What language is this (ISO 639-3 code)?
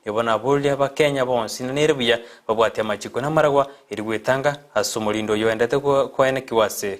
guz